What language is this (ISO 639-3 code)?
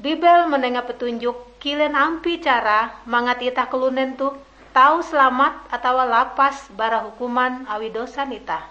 nij